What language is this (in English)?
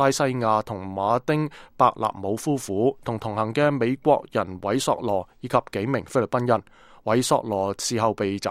Cantonese